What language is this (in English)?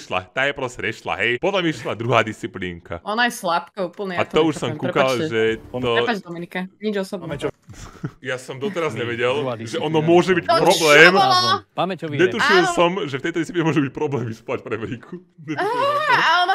Slovak